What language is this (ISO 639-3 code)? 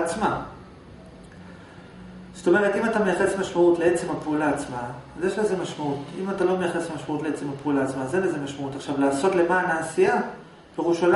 heb